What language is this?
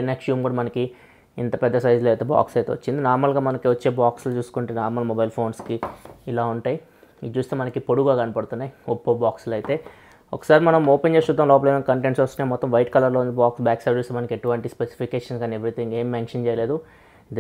Telugu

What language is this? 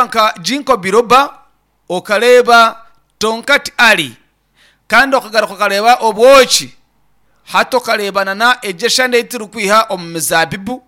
Nyankole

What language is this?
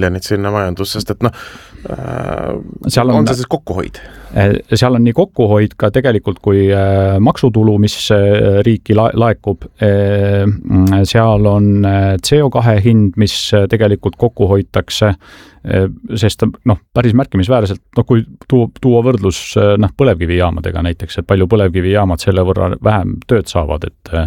Estonian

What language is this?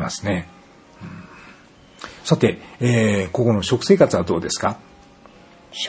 Japanese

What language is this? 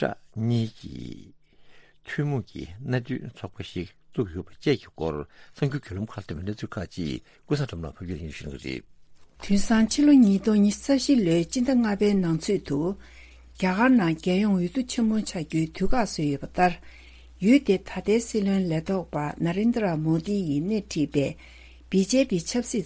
Tibetan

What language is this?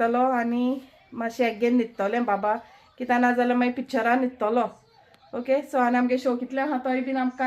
Konkani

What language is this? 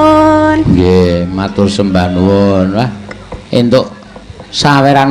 Javanese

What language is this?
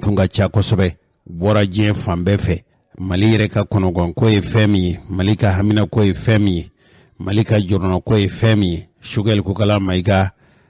Bambara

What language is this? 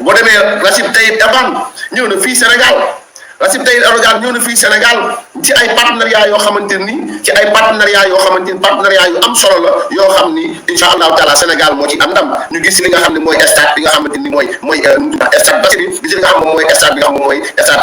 Wolof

